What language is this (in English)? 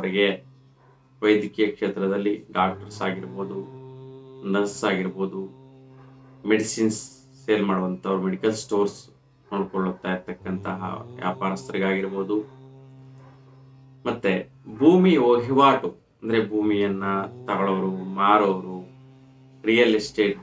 Kannada